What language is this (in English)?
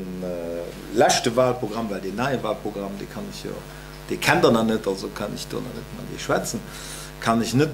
Luxembourgish